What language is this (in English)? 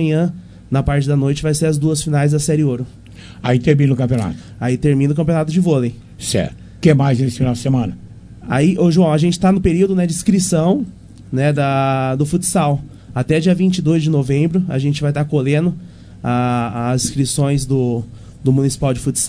Portuguese